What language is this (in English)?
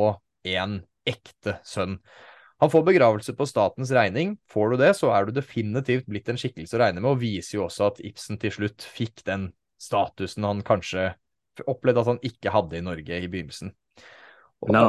Norwegian